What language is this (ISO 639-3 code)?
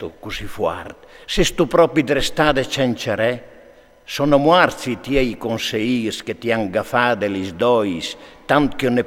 fur